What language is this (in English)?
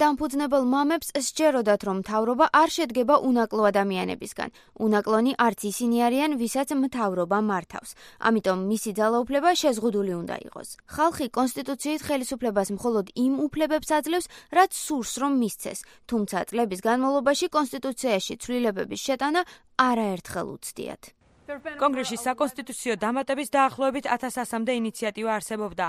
Georgian